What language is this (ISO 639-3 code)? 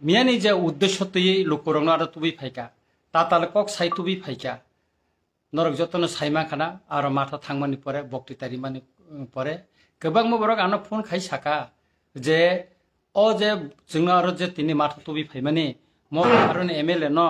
trp